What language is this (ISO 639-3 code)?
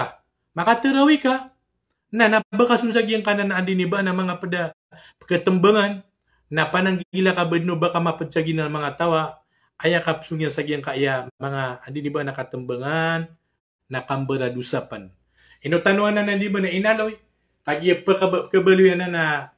mrw